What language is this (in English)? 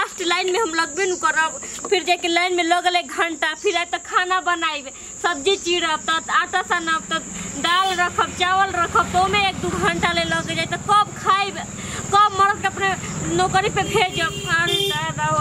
Bhojpuri